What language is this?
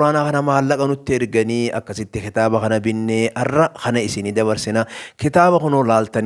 Oromo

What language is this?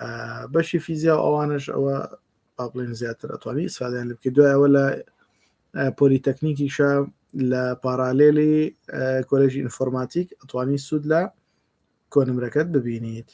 Central Kurdish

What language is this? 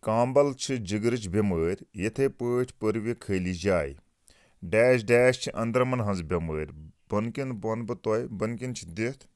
Kashmiri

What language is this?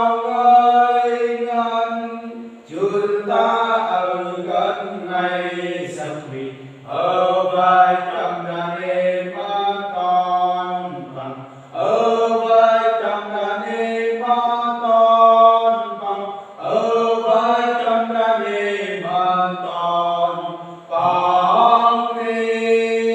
Central Mnong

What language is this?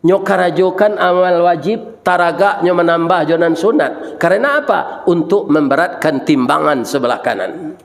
Minangkabau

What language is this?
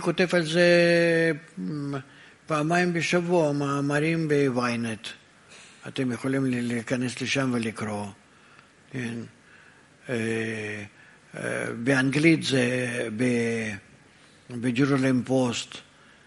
Hebrew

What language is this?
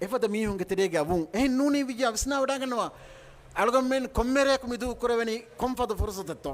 Divehi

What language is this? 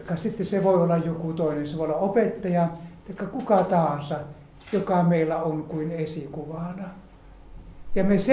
Finnish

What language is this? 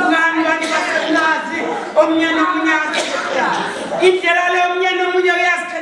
Zulu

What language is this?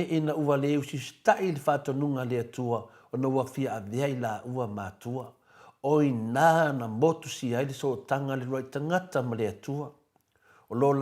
Samoan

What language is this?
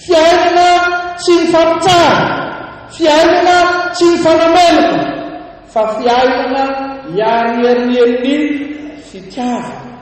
Malagasy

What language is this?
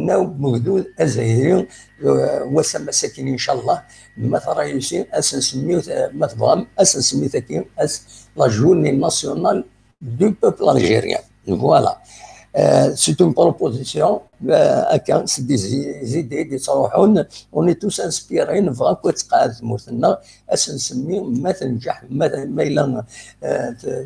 Kabyle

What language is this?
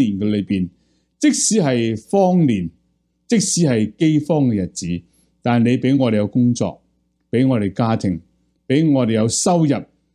Cantonese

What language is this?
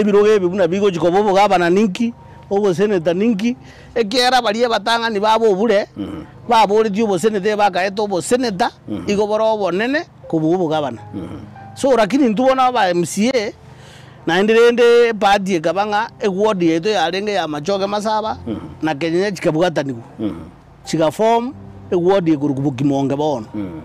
Gusii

